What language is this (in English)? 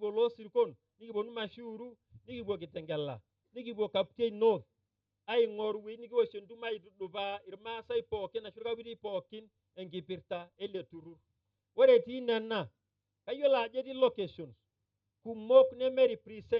Masai